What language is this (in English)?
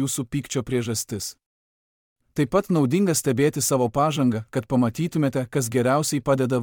Lithuanian